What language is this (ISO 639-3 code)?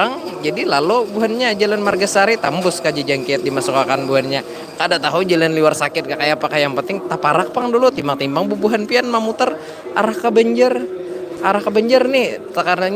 bjn